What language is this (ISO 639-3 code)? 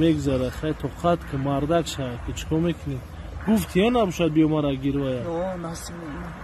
tgk